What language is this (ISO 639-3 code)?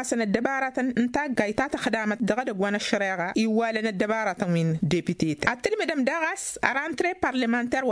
taq